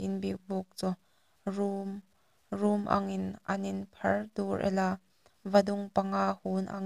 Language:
Hmar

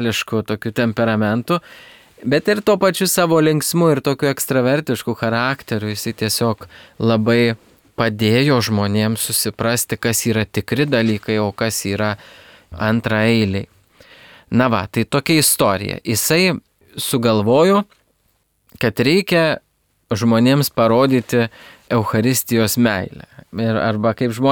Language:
Lithuanian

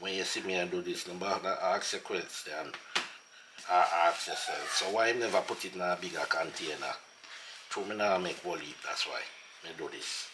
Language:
Jamaican Creole English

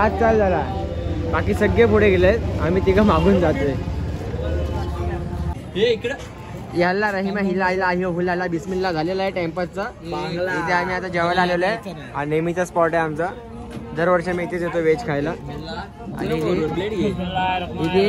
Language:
Marathi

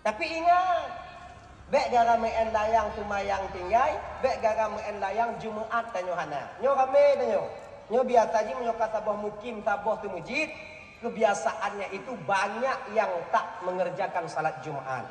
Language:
Achinese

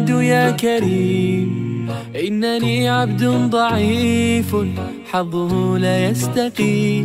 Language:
Arabic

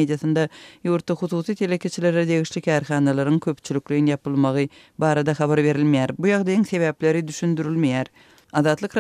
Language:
Turkmen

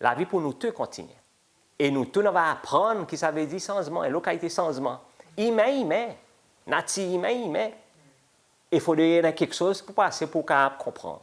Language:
Seselwa Creole French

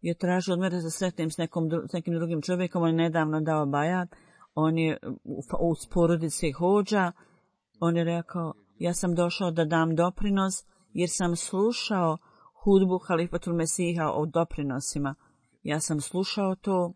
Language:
Bosnian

